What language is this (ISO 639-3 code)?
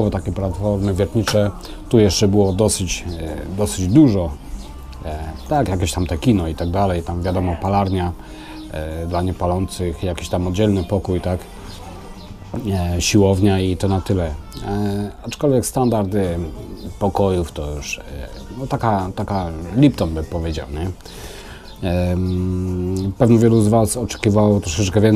pol